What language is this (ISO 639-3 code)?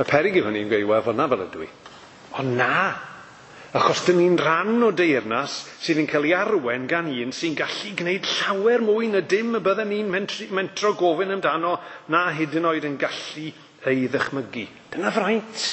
cym